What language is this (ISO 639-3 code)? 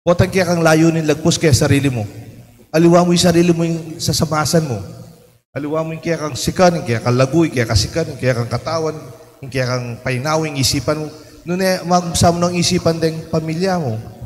pam